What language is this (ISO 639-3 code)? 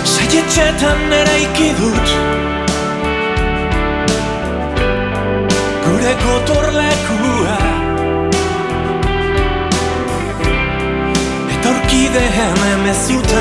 eus